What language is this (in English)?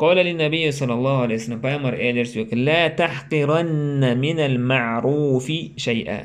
Chechen